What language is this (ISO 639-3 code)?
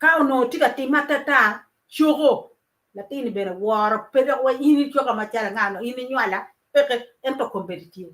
ach